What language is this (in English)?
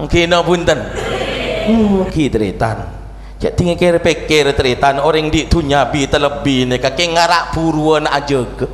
Madurese